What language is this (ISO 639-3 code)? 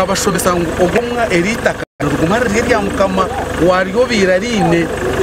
nyn